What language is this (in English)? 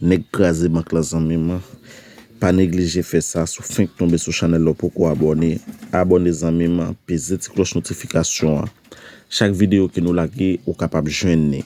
Haitian Creole